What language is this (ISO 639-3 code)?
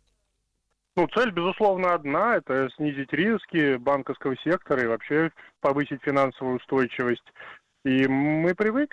rus